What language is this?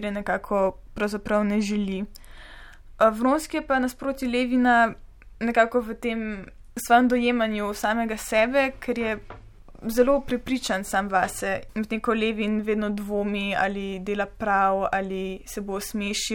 Slovenian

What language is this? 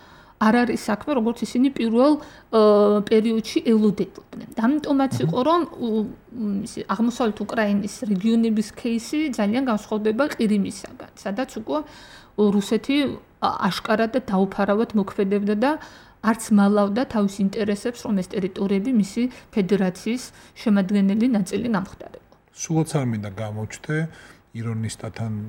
Georgian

